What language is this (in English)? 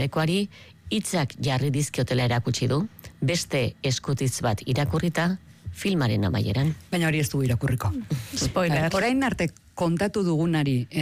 Basque